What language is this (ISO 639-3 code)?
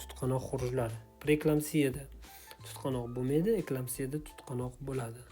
uzb